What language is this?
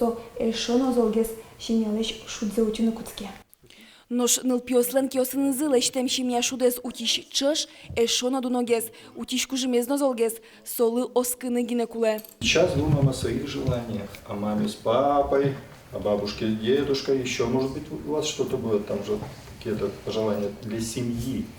Udmurt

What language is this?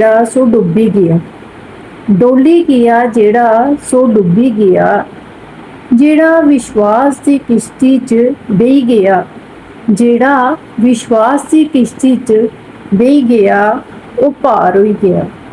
Dogri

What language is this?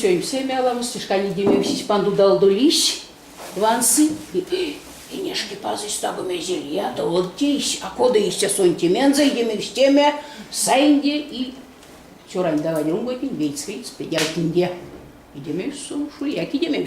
Erzya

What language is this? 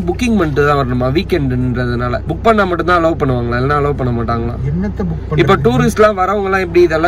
Tamil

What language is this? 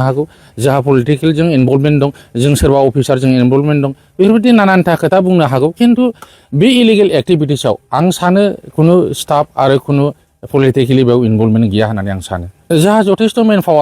Bodo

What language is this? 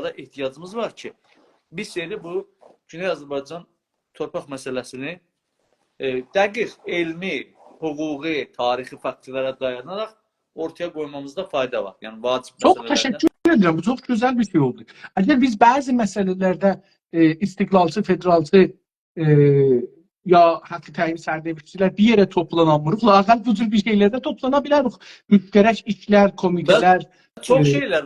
South Azerbaijani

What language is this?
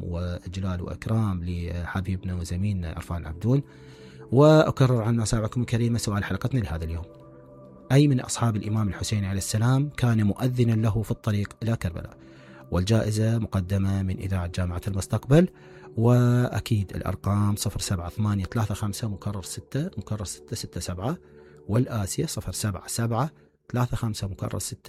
Mesopotamian Arabic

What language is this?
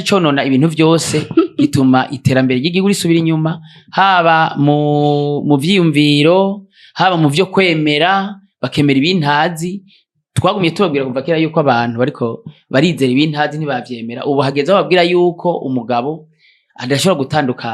Rundi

